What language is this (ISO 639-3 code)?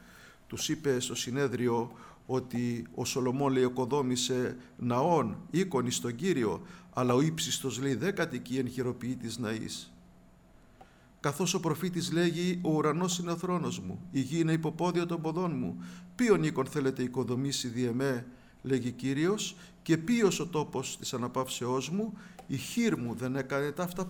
ell